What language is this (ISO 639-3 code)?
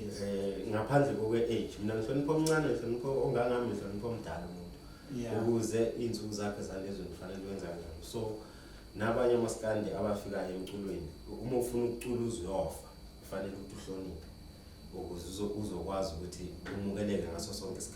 zul